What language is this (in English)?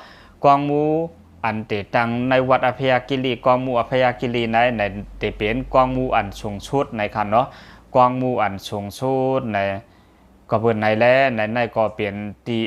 Lao